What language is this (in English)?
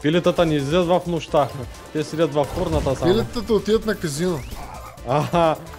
Bulgarian